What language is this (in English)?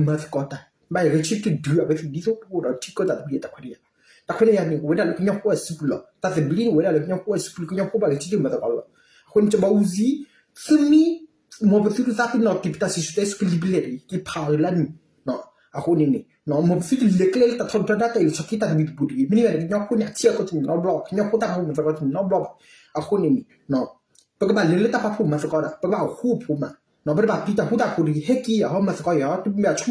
S'gaw Karen